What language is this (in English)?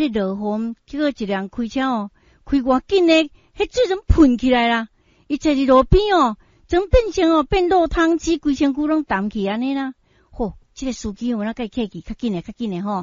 Min Nan Chinese